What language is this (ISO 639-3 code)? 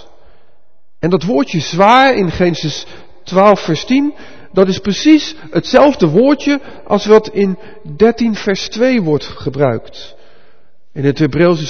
nld